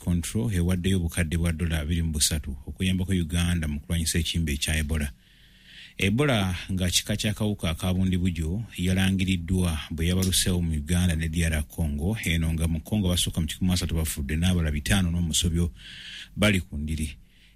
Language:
Ganda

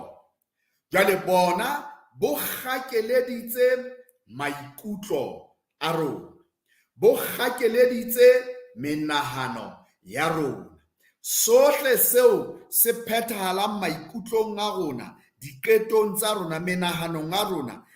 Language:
Southern Sotho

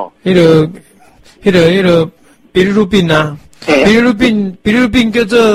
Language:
Min Nan Chinese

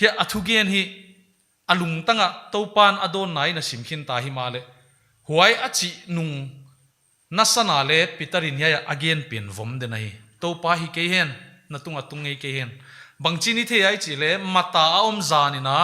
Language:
Paite Chin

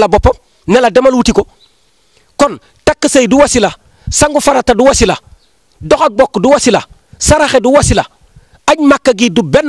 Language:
Wolof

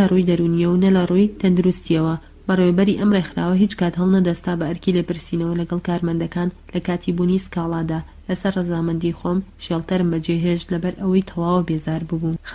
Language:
Central Kurdish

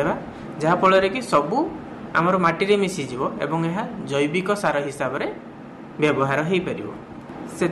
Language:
Odia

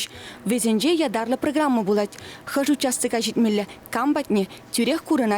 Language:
Chuvash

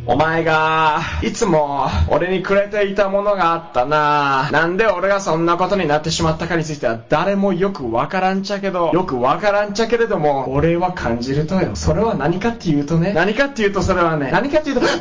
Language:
Japanese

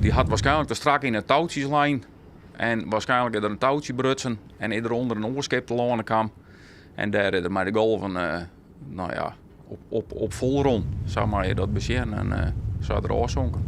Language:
Western Frisian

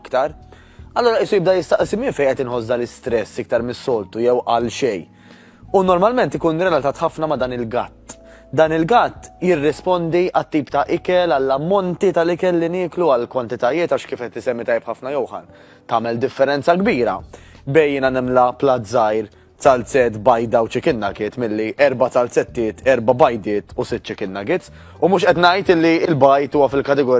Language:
Maltese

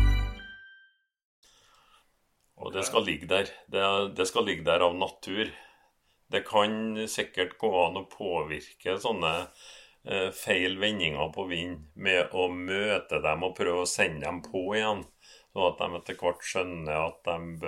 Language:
Norwegian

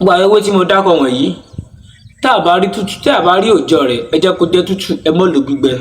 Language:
Yoruba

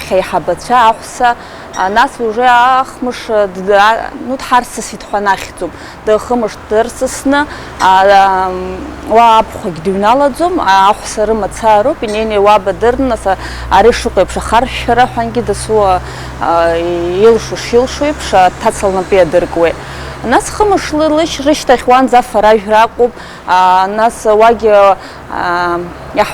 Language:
Abkhazian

